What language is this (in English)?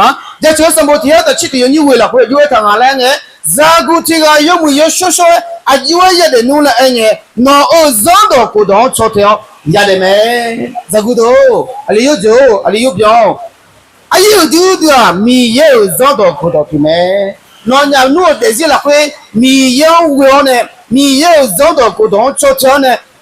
Akha